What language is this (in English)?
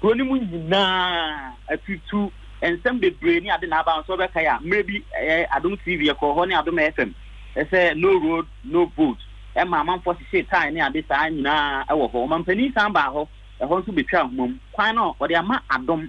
Akan